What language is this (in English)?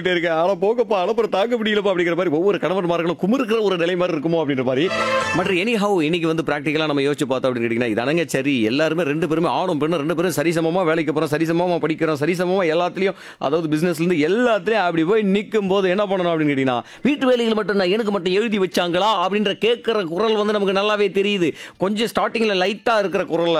Tamil